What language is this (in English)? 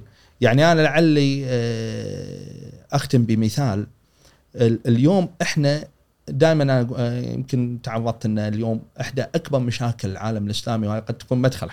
Gulf Arabic